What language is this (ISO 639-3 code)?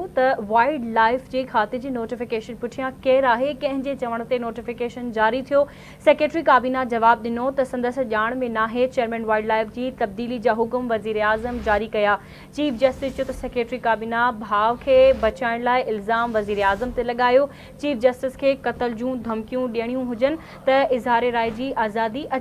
snd